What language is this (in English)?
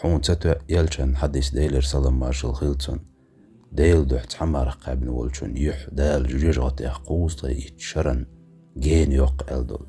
Chechen